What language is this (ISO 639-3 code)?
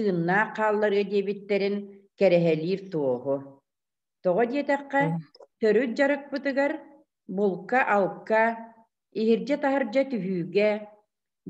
sah